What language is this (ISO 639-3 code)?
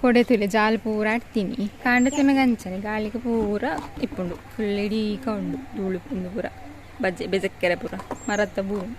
tcy